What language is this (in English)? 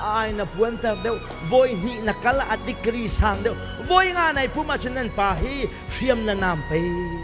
Hakha Chin